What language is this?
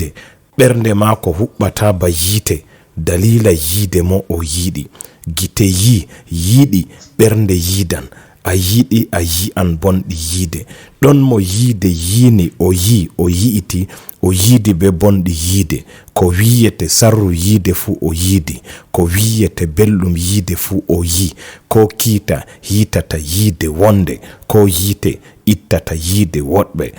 Fula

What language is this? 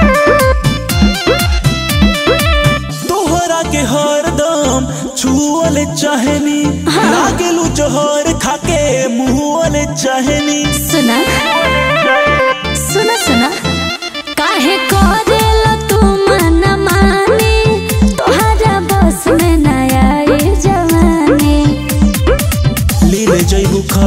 Bhojpuri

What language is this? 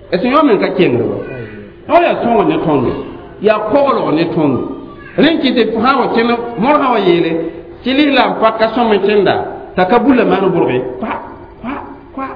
Mossi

